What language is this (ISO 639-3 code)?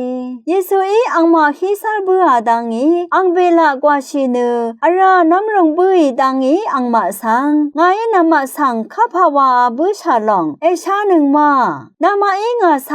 raw